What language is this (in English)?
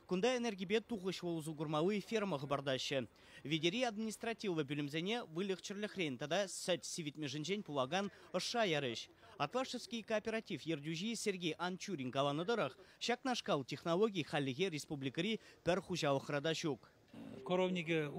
Chuvash